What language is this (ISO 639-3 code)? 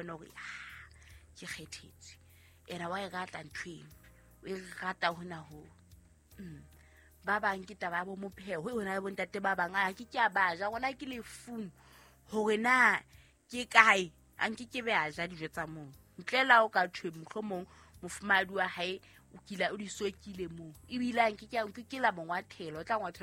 sot